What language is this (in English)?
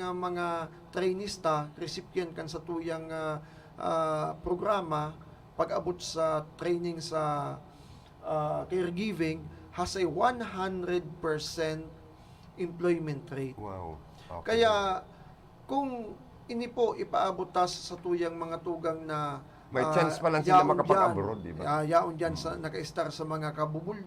Bikol